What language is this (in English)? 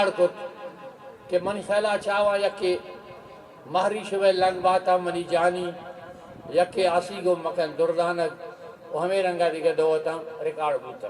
Eastern Balochi